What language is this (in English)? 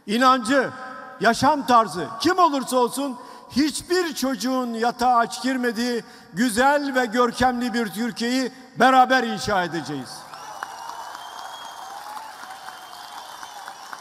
Turkish